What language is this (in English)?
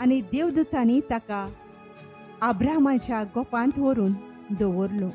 Konkani